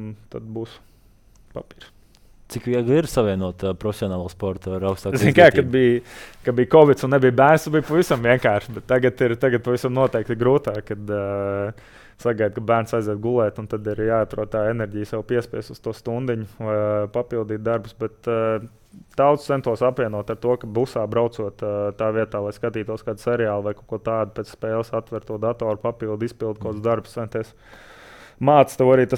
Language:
Latvian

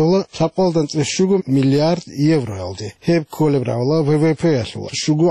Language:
Avaric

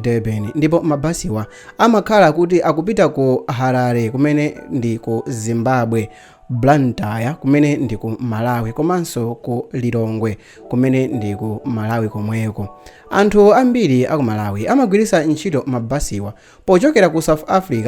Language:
Nyanja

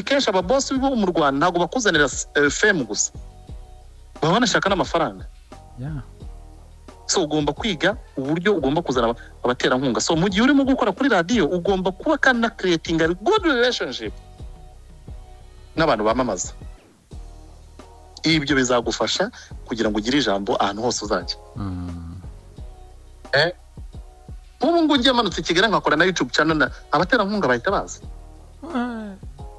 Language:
Kinyarwanda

